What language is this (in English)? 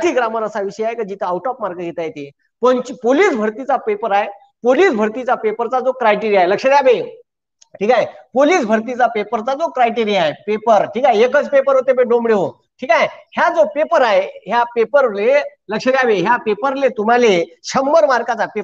Marathi